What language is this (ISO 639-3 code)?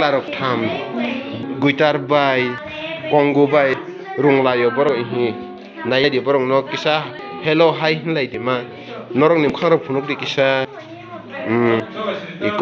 trp